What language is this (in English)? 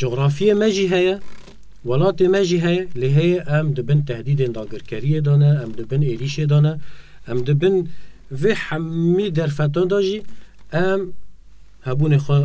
Kurdish